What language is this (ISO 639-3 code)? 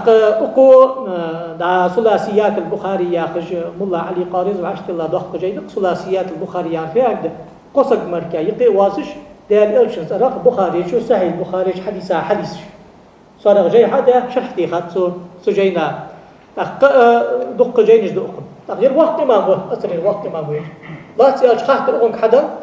inh